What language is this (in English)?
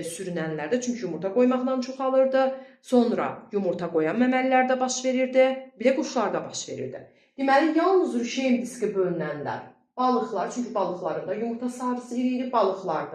Azerbaijani